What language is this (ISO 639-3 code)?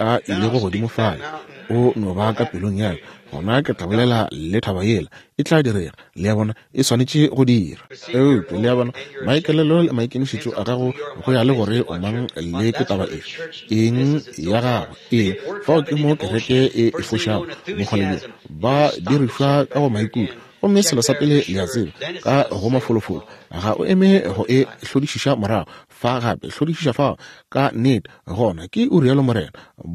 nso